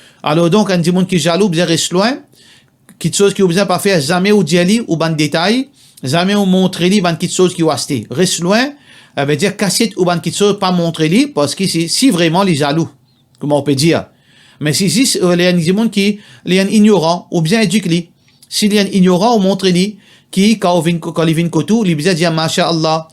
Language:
Morisyen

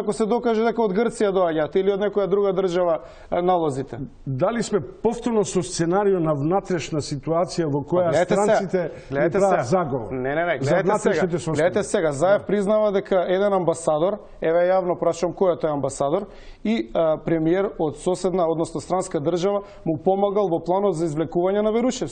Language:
Macedonian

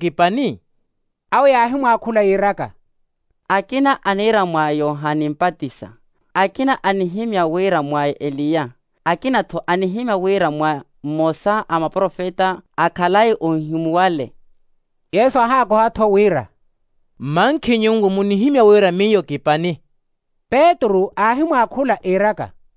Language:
Makhuwa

